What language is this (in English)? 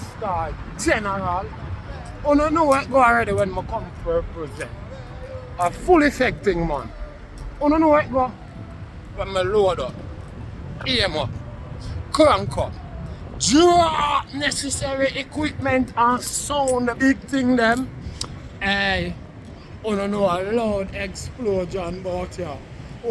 Jamaican Creole English